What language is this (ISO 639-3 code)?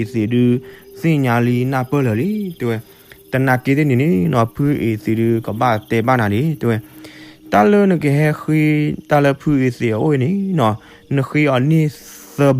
ksw